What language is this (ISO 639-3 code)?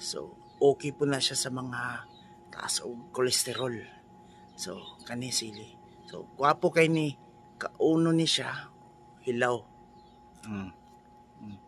ceb